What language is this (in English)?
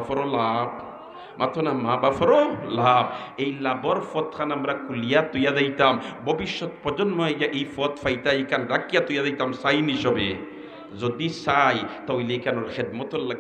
Sylheti